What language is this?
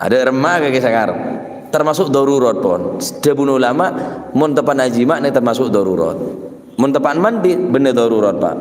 Madurese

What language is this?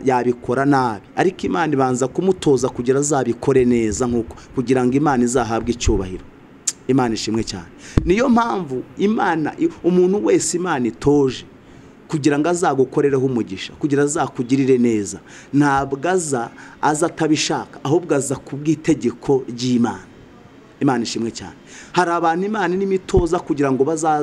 Kinyarwanda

